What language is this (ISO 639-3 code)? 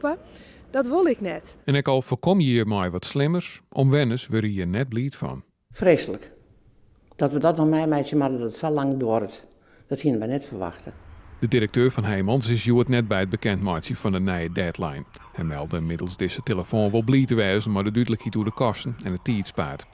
fry